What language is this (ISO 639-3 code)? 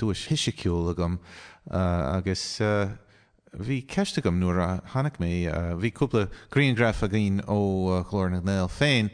gle